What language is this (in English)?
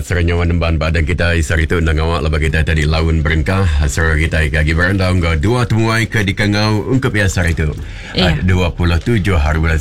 Iban